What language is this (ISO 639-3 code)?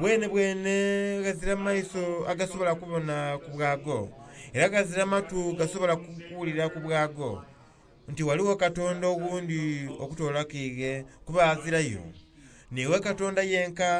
xog